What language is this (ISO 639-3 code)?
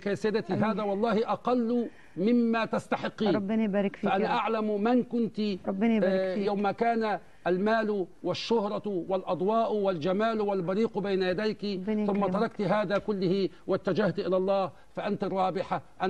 ara